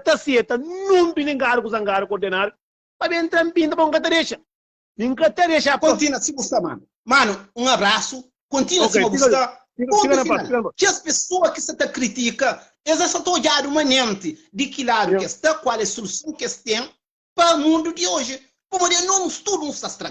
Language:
Kabuverdianu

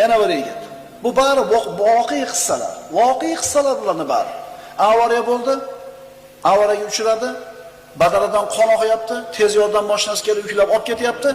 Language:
Uzbek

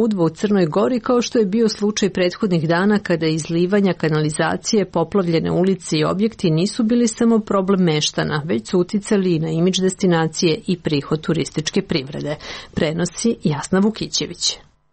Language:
Serbian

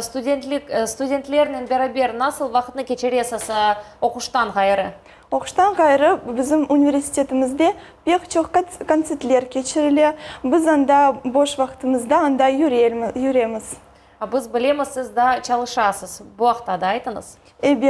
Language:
Crimean Tatar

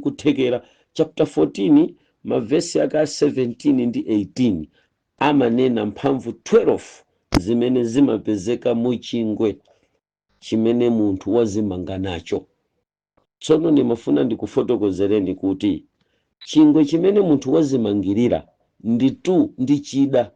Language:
Nyanja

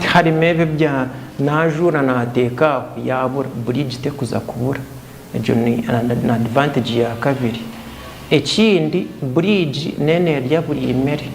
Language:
Nyankole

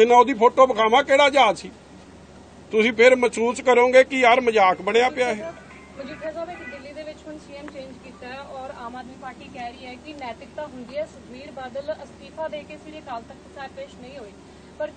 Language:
Punjabi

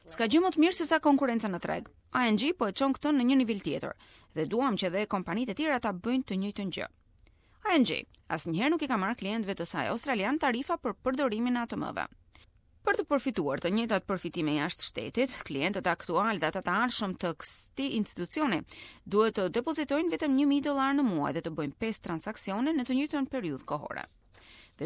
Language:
Albanian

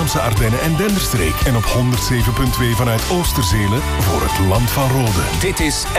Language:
Dutch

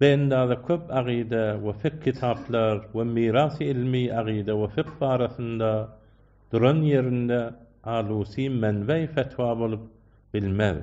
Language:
Turkmen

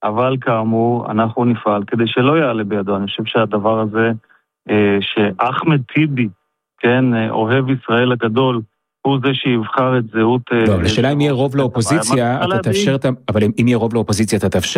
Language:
Hebrew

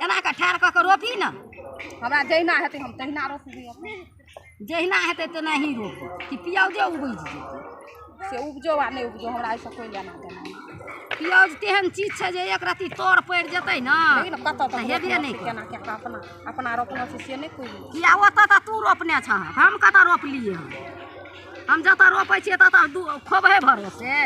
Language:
Maithili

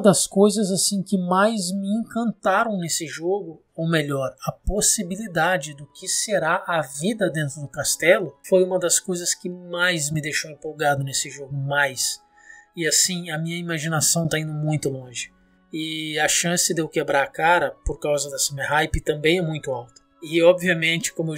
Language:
Portuguese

